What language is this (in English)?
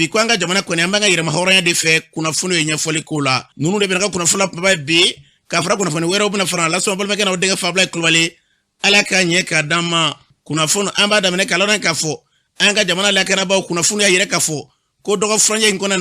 Bambara